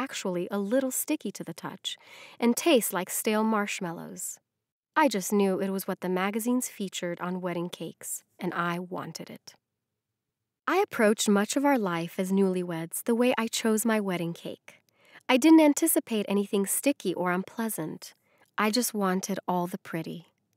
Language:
English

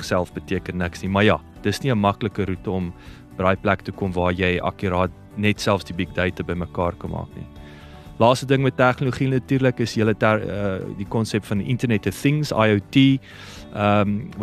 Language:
Afrikaans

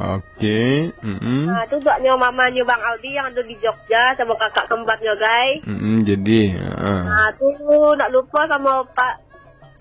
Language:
Minangkabau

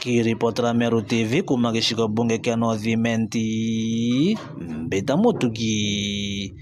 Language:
Meru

